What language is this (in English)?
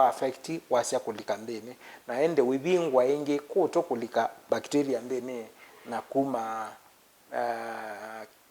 Kamba